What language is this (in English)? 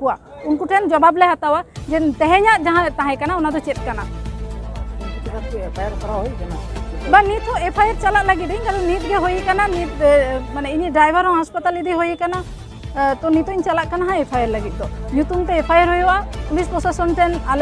Santali